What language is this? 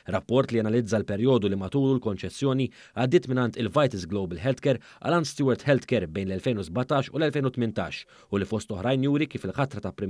Maltese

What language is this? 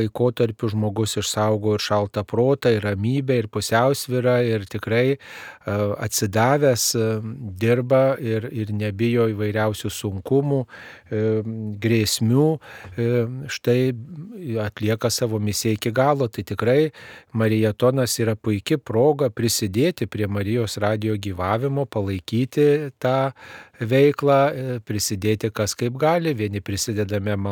Lithuanian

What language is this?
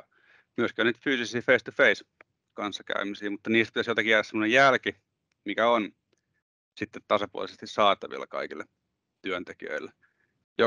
Finnish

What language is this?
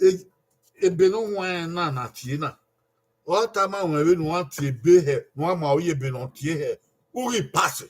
Bini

